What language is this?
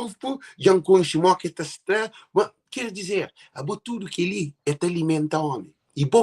Kabuverdianu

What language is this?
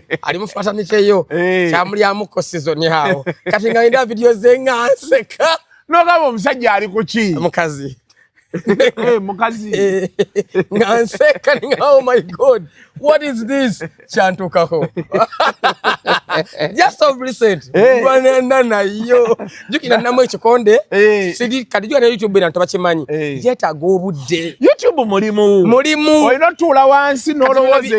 Ganda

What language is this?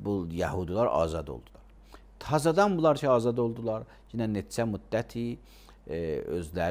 Azerbaijani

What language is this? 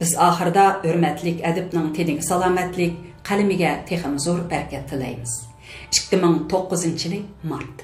Uyghur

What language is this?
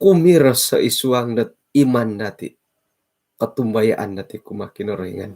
Central Dusun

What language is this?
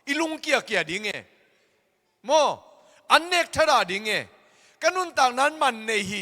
Tedim Chin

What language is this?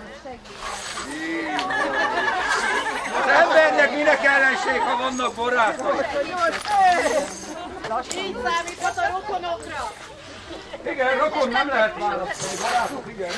Hungarian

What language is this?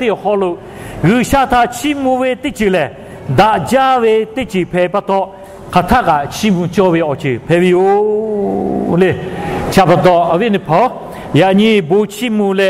Lahu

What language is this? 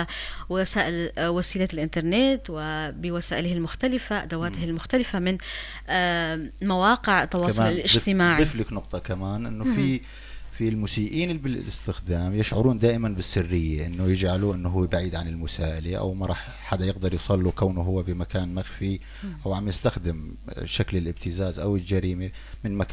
North Levantine Arabic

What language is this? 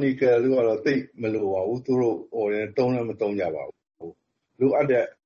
Burmese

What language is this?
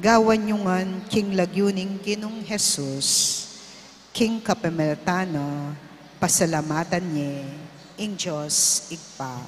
Pampanga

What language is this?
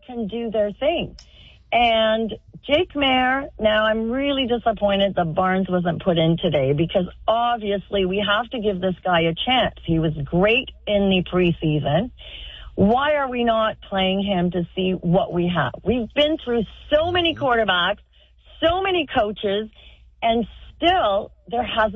English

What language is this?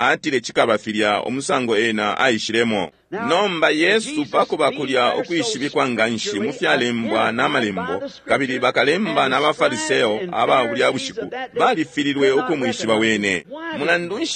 Bemba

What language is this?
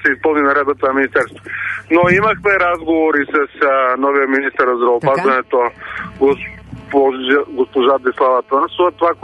Bulgarian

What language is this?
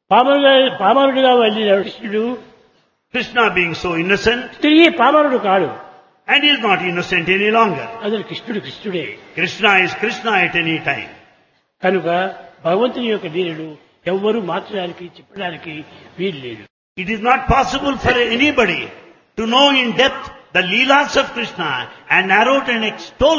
Telugu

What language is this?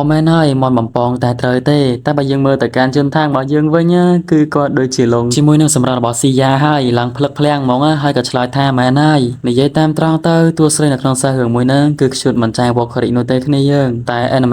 Khmer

